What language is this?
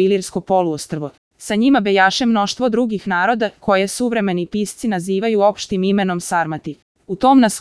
Serbian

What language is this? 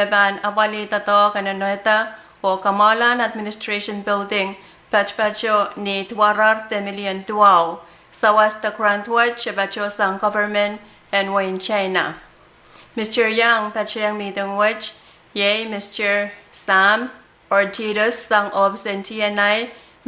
Pohnpeian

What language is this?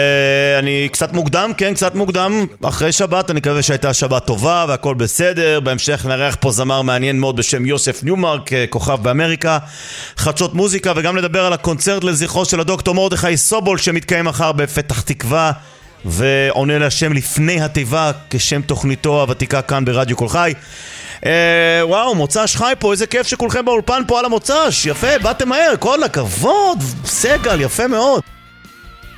Hebrew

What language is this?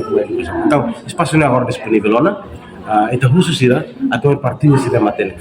Tetum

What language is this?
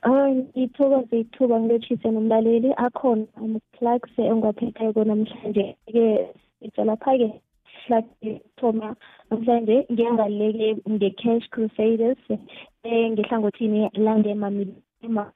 South Ndebele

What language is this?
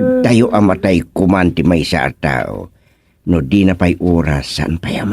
Iloko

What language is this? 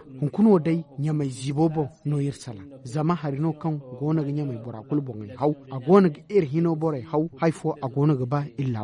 Zarma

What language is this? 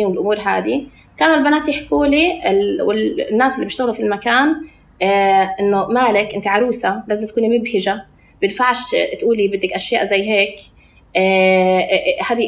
North Levantine Arabic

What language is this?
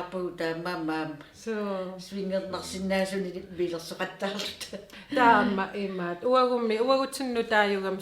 Kalaallisut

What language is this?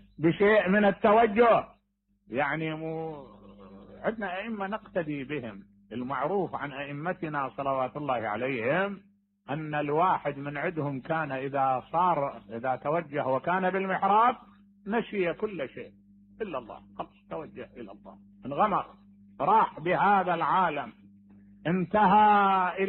Mesopotamian Arabic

